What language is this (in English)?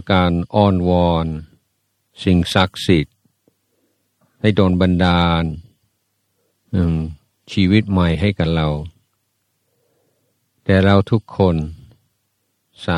Thai